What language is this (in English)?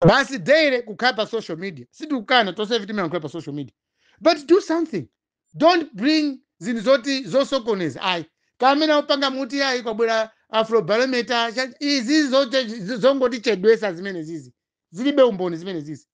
Nyanja